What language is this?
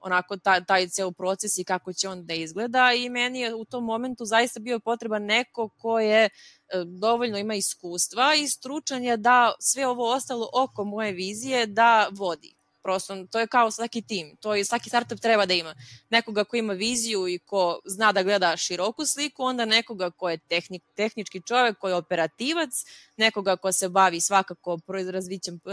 Serbian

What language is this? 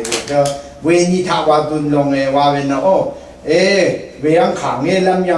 Rawang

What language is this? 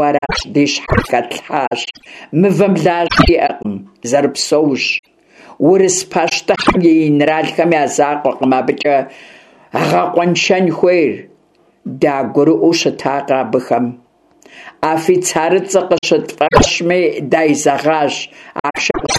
Kabardian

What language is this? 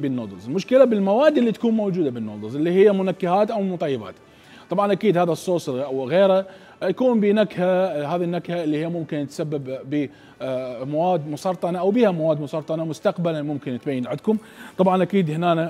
Mesopotamian Arabic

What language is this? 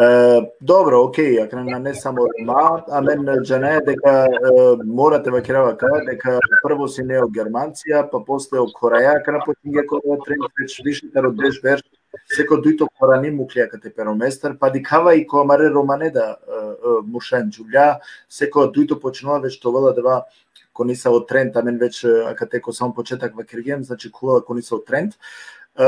Balkan Romani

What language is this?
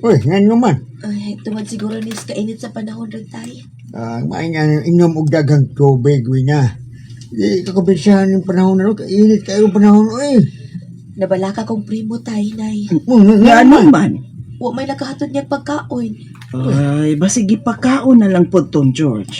Cebuano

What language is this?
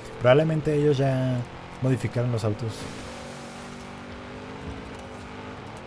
Spanish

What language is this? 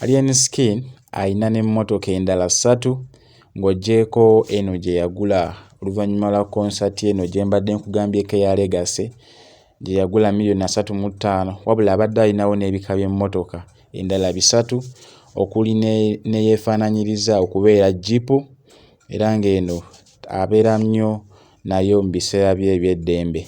Ganda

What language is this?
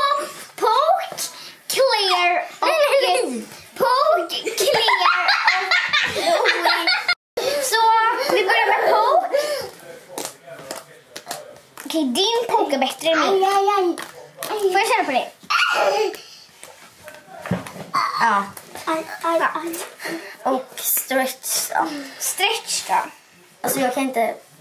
Swedish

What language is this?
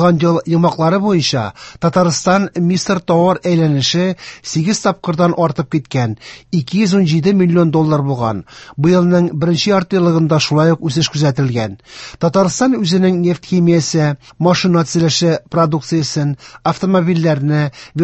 Tatar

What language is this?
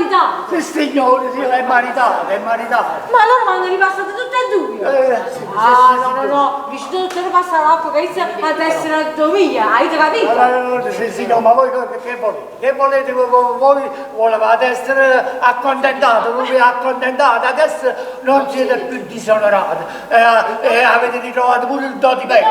Neapolitan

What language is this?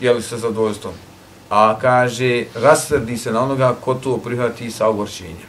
Bosnian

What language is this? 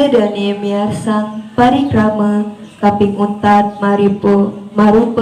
Balinese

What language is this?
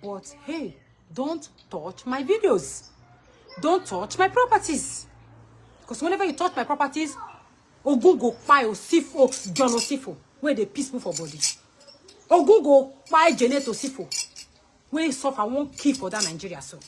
Nigerian Pidgin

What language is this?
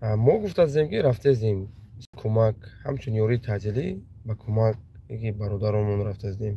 Tajik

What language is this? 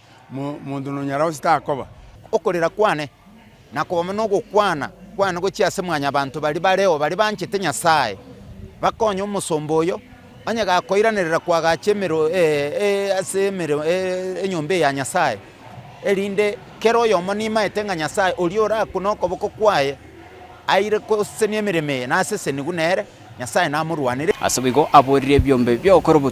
Gusii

